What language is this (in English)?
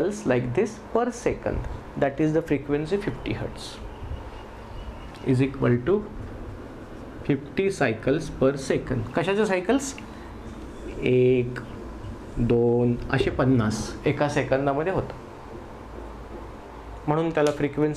Marathi